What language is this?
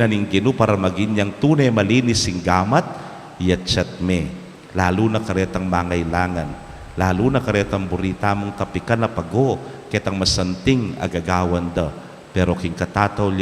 Pampanga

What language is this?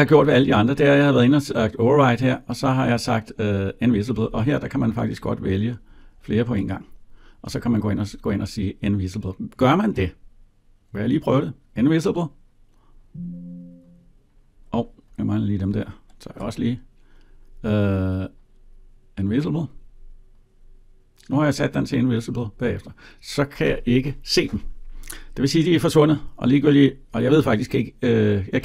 Danish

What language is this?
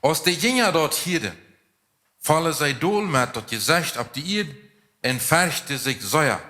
Plautdietsch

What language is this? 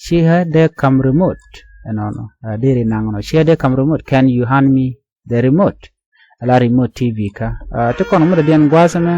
Nuer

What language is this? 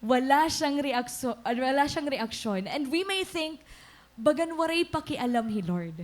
Waray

